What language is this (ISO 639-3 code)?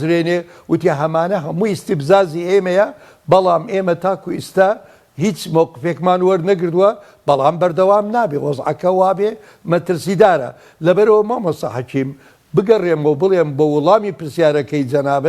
ckb